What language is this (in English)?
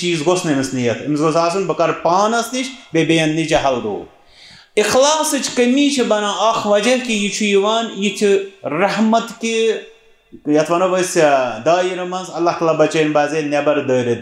Kashmiri